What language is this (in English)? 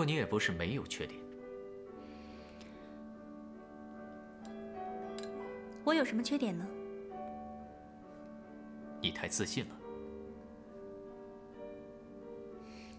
Chinese